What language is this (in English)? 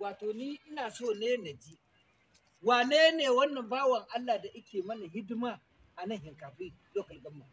Hausa